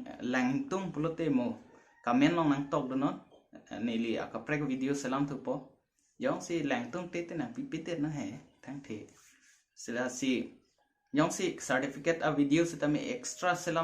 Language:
Karbi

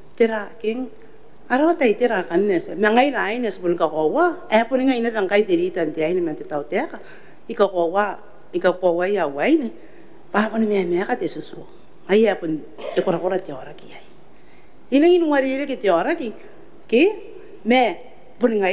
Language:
Gilbertese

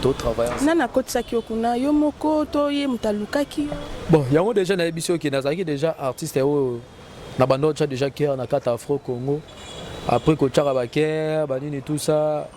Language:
Lingala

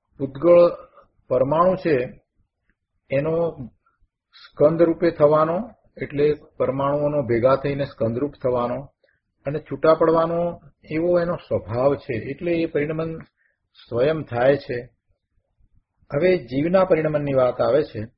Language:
Gujarati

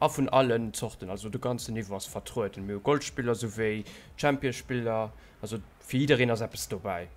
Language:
Luxembourgish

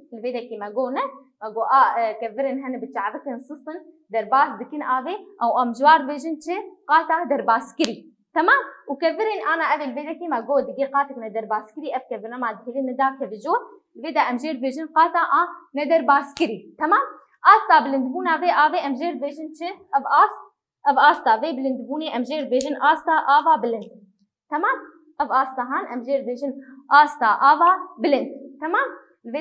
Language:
Kurdish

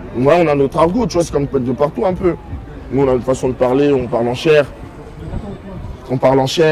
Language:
French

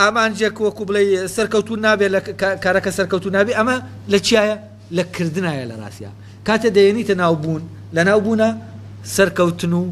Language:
Central Kurdish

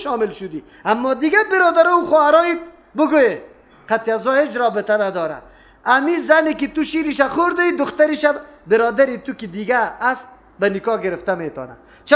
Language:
Persian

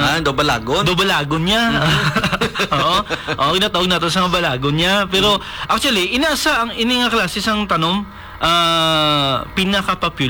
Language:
Hiligaynon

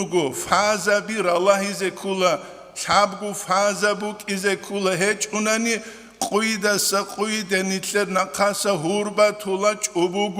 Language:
Avaric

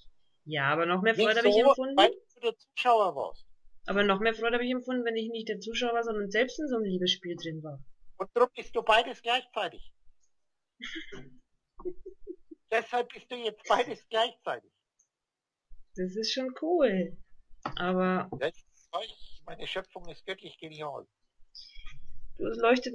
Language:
German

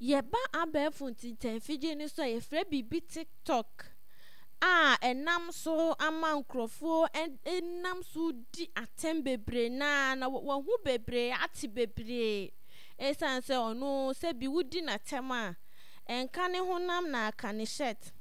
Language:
Akan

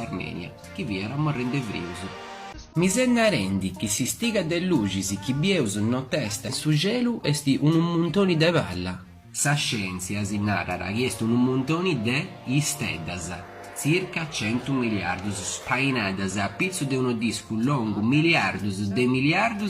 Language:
Sardinian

